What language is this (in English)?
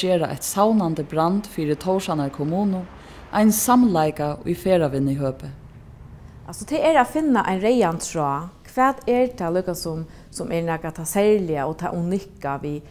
Faroese